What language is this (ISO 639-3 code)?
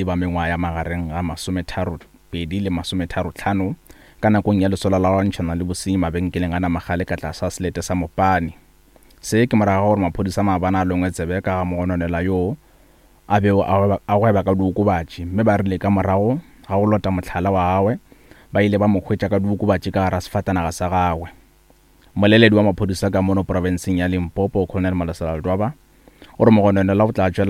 nso